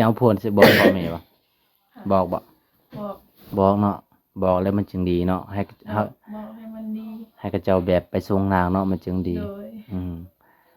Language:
Lao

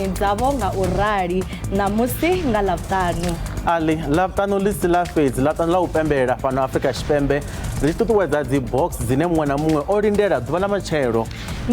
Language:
Venda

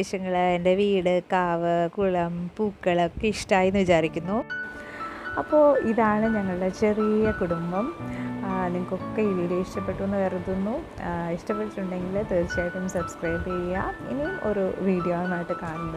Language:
Malayalam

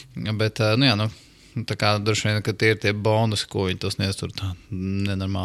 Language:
Latvian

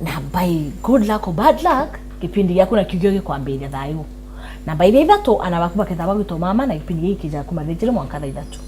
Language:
Meru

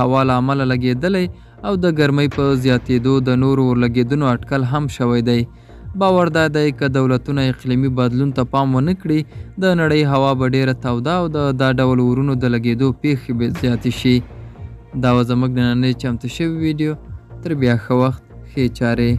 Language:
Pashto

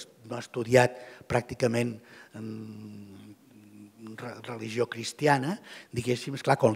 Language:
Catalan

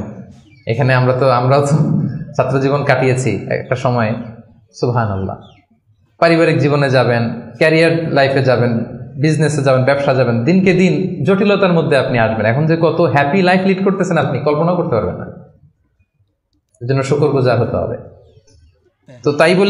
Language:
Bangla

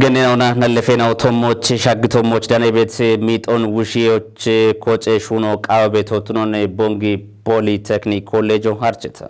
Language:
Kafa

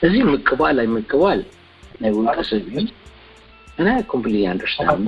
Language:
Tigrinya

